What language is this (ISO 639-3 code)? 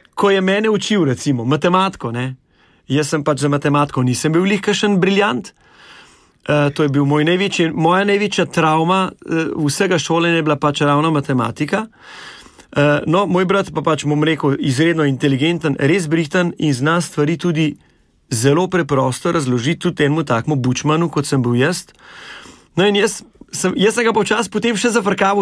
slv